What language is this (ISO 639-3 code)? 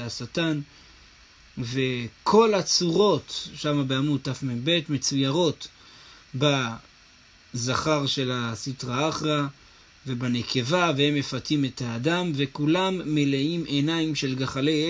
heb